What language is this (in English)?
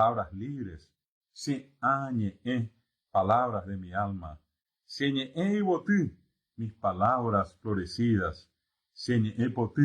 Guarani